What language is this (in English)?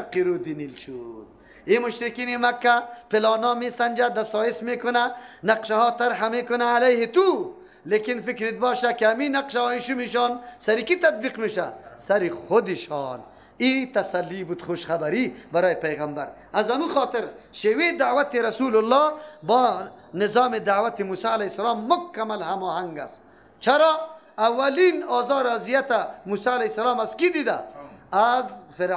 Persian